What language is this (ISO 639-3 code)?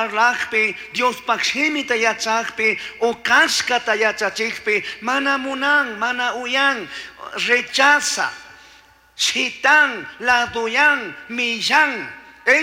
qug